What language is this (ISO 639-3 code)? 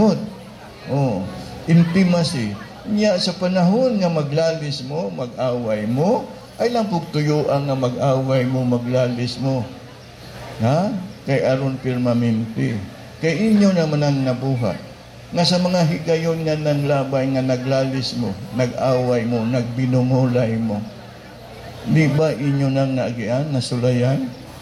ceb